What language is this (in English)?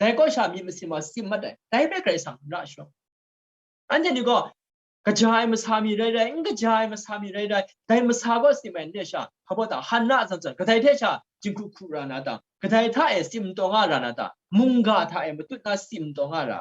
Kachin